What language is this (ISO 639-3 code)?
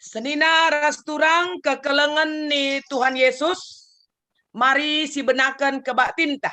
btx